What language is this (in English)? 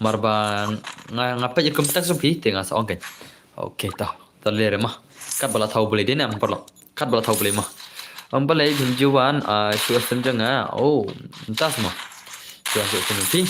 Khasi